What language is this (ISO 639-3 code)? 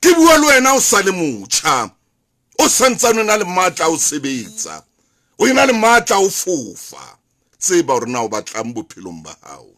sot